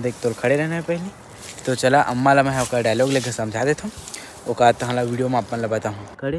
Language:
Chhattisgarhi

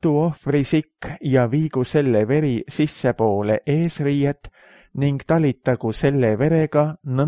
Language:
Estonian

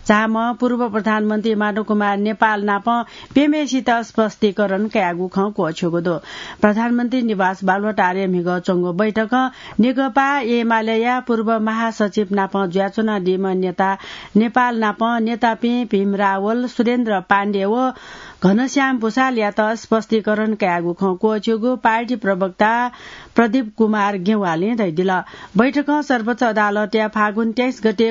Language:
Newari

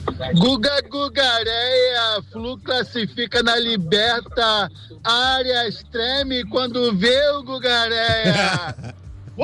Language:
Portuguese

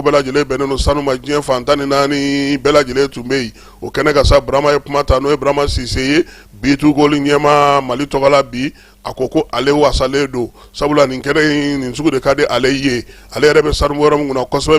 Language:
Bambara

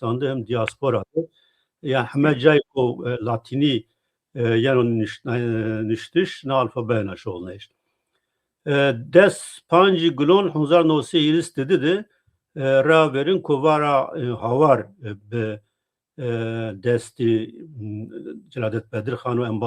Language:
Zaza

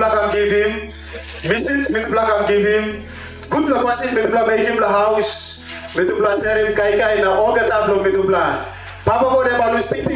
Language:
Tok Pisin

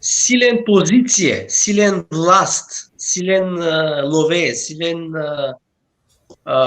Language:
Balkan Romani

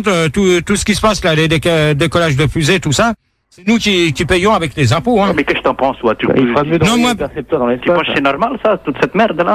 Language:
French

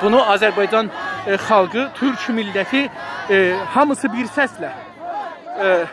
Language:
South Azerbaijani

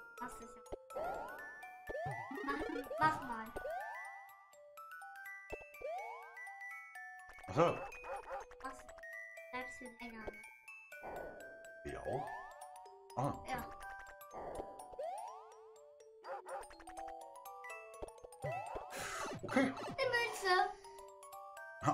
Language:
German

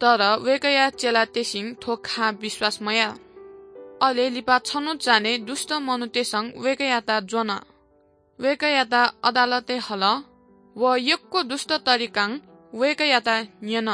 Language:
Newari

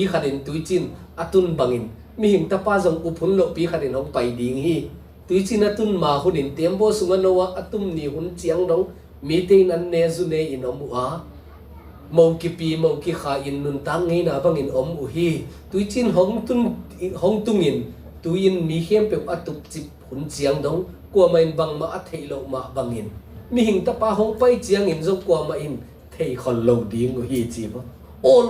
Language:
Tedim Chin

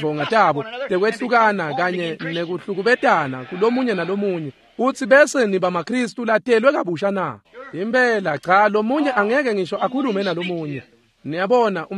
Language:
Swati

